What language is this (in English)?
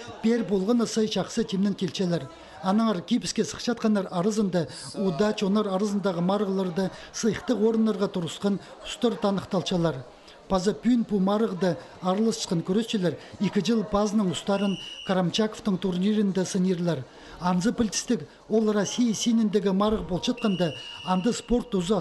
Khakas